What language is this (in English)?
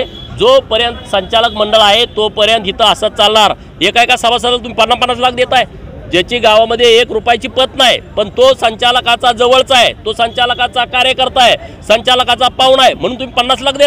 Marathi